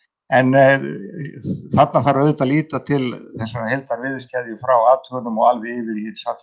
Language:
Icelandic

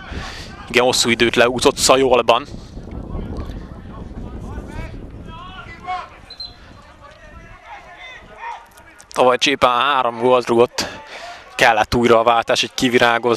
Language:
Hungarian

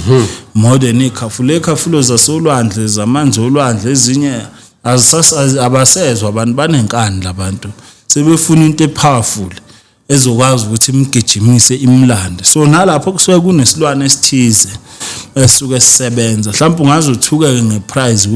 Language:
Zulu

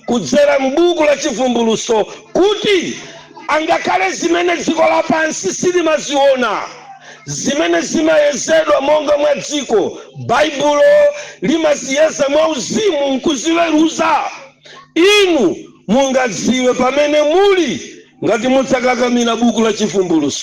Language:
Nyanja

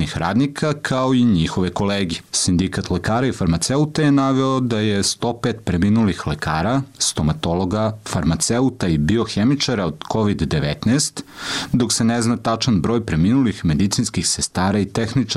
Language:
Serbian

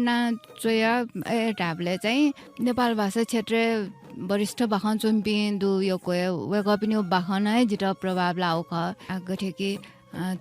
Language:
Newari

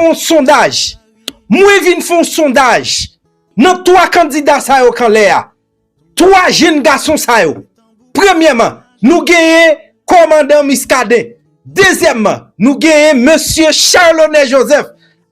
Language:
Haitian Creole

